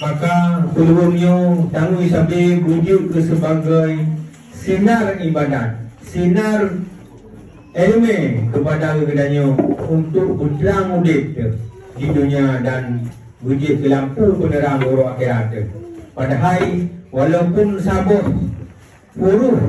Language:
Achinese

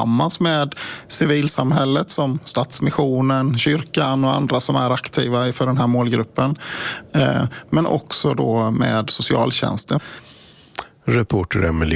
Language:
Swedish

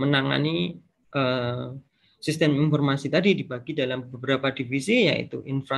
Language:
Indonesian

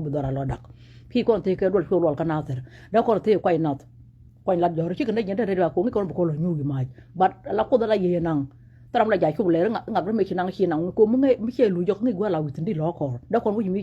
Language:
Nuer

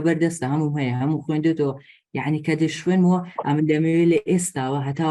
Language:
Central Kurdish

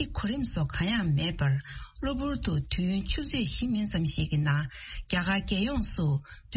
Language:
Tibetan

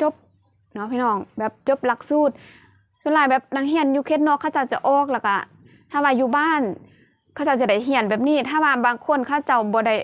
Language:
Lao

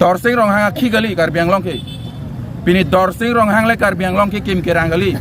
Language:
Karbi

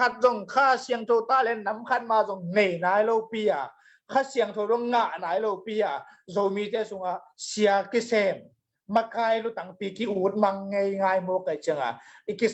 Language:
Tedim Chin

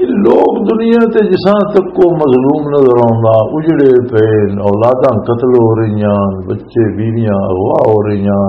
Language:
Western Panjabi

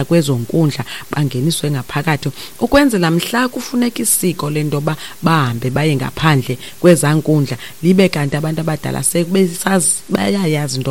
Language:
Xhosa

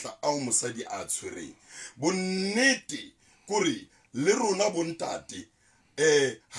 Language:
Southern Sotho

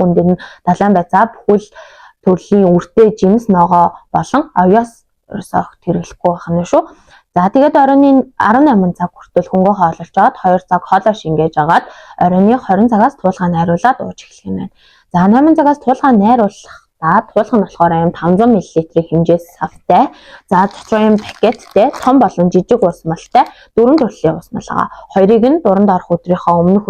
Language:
Mongolian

